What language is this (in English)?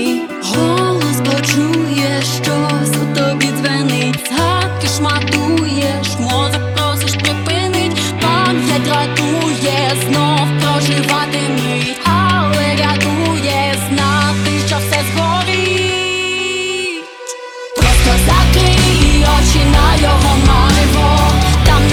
Ukrainian